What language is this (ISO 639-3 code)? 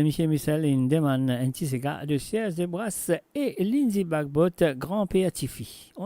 mfe